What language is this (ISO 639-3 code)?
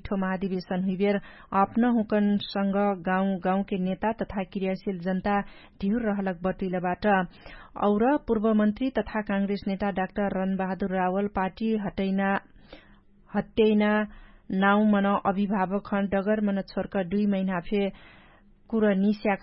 thl